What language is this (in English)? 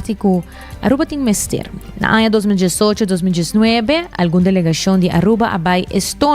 Papiamento